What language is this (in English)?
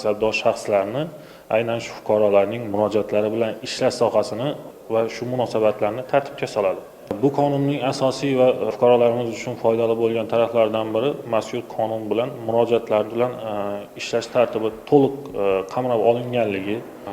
Uzbek